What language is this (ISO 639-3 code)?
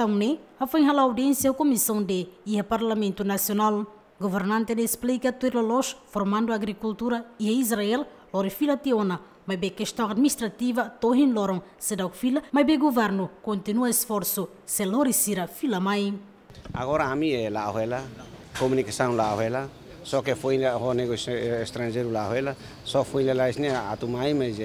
tet